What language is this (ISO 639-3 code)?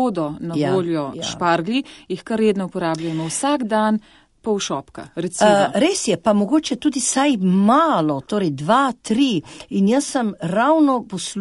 slv